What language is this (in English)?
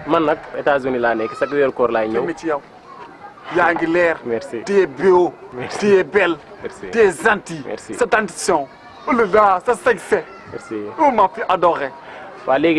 Wolof